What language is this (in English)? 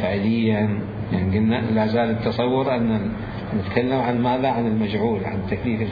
Mesopotamian Arabic